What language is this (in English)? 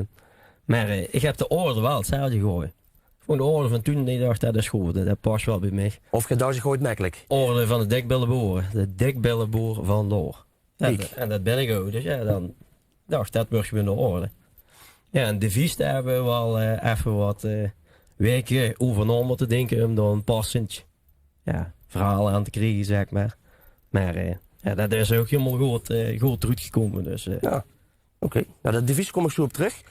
Limburgish